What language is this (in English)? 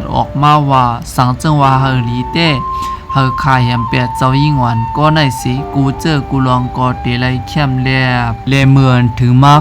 Shan